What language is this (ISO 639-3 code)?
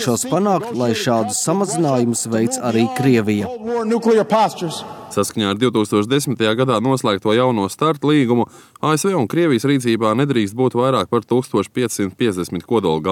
lav